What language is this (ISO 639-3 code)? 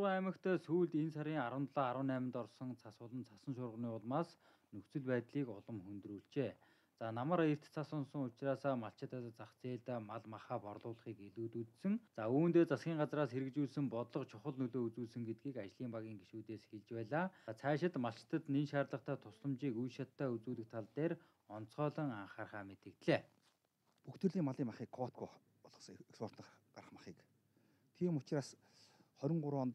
mon